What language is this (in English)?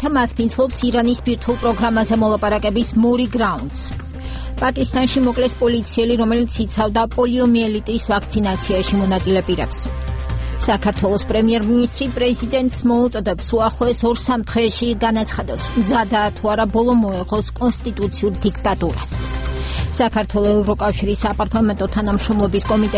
Georgian